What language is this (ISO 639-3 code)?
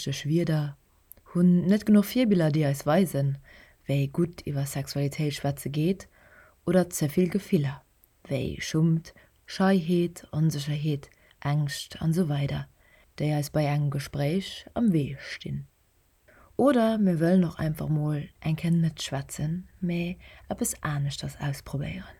ltz